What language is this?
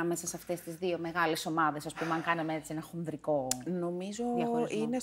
Greek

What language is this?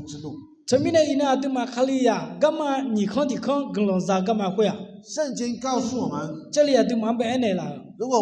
Akha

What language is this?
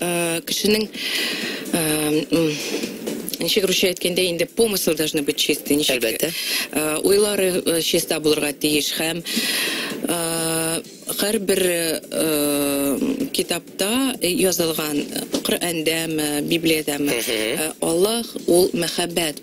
Tatar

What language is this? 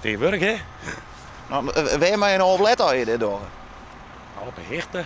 Western Frisian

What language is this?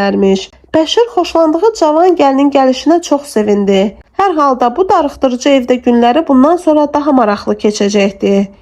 Azerbaijani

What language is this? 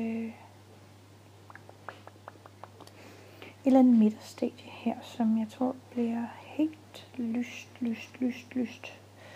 Danish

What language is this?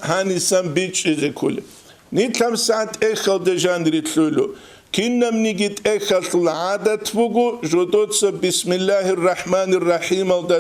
Avaric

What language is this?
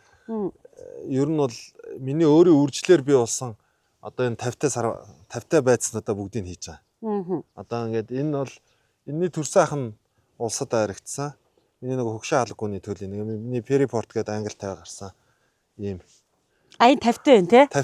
Mongolian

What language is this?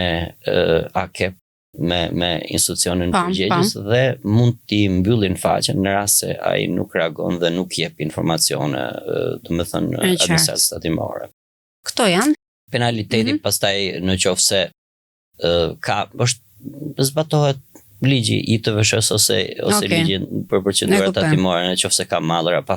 Albanian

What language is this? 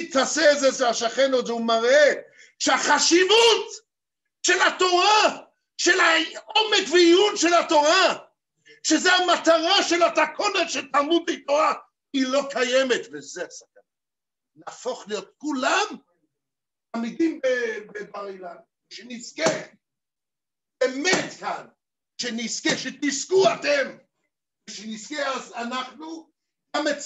Hebrew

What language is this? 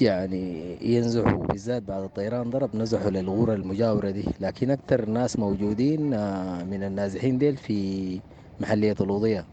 Sudanese Arabic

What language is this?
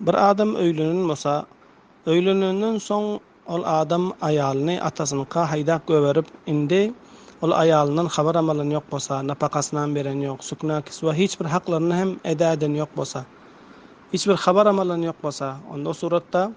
Turkmen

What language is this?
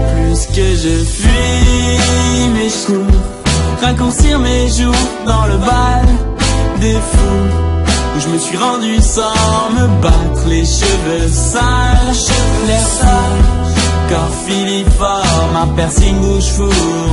French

